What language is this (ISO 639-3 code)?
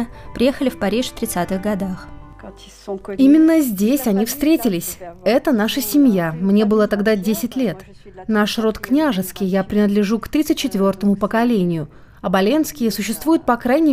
rus